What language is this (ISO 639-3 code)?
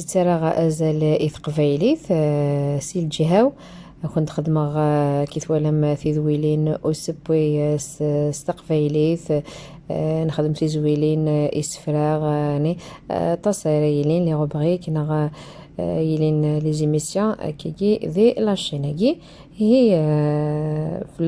kab